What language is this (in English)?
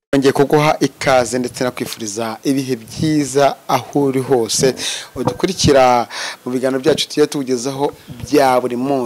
Kinyarwanda